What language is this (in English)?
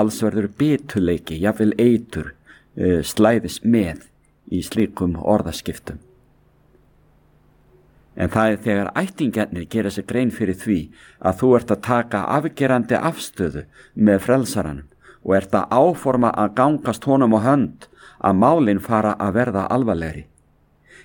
Icelandic